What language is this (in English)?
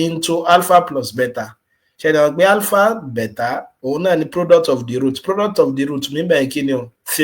Yoruba